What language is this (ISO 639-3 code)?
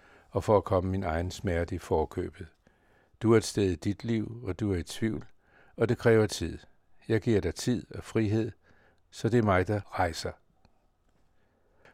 dan